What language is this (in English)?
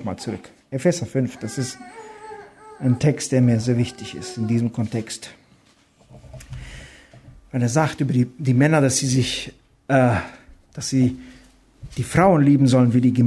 German